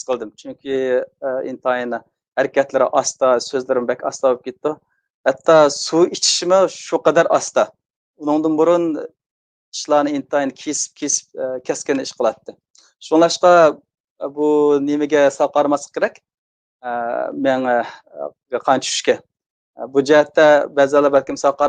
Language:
Uyghur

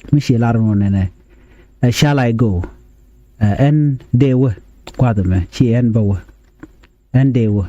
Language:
Nuer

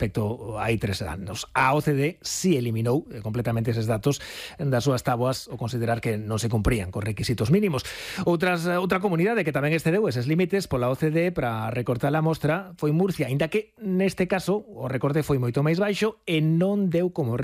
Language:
Galician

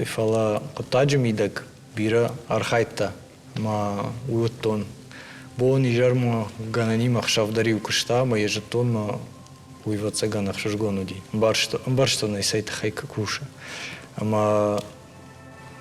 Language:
Ossetic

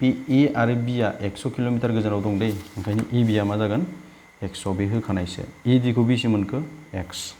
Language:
Bodo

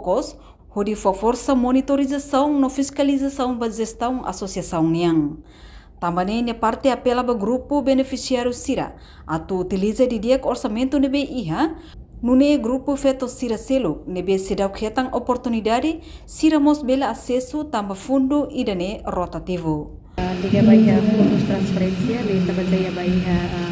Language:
Tetum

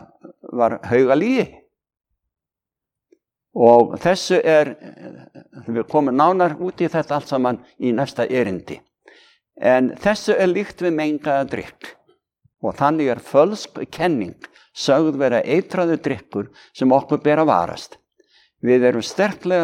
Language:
Icelandic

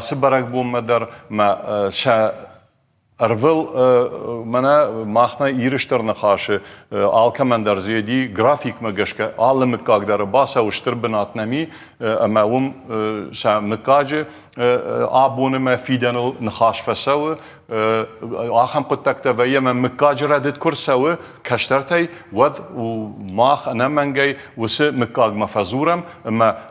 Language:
Ossetic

